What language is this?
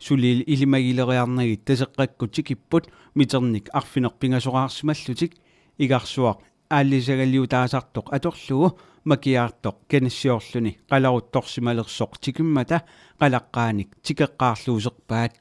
Kalaallisut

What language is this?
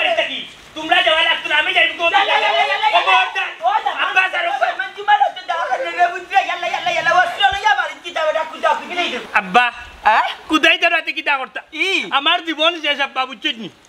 Sylheti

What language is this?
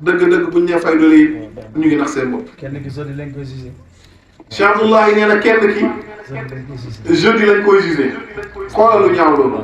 Wolof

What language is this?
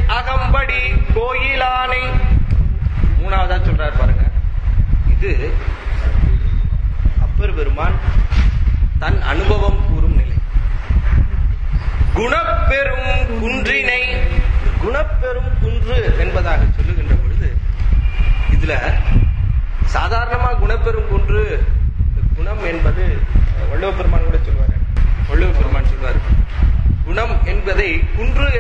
Tamil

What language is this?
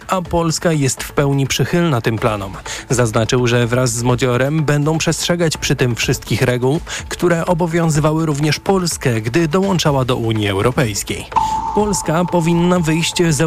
Polish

